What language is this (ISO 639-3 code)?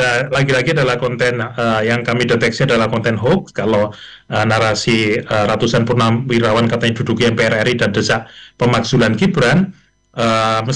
ind